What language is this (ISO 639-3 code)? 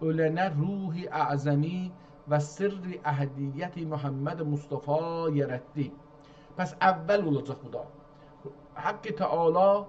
azb